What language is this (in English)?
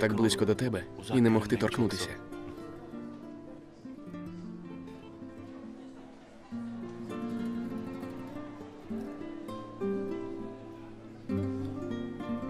Ukrainian